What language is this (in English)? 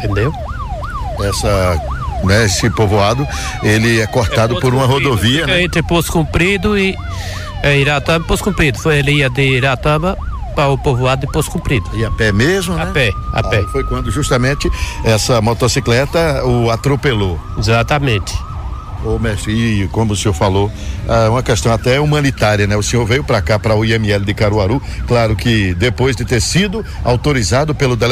Portuguese